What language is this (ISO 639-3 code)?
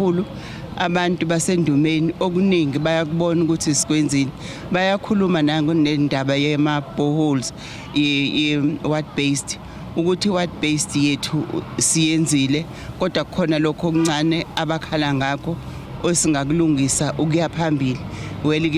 zul